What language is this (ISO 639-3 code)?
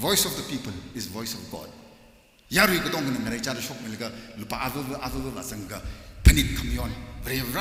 nmf